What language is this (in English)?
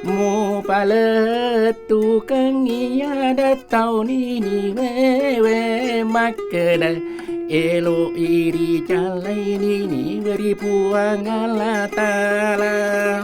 Buginese